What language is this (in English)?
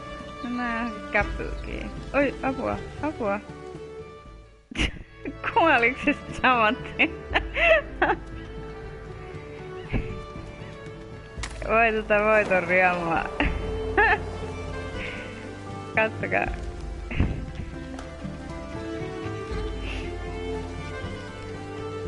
Finnish